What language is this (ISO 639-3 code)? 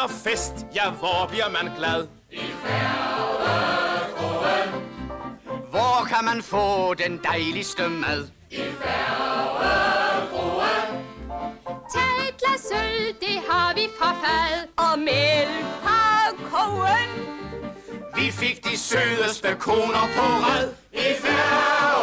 dan